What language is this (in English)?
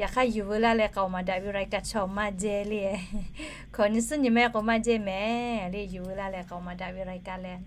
Lahu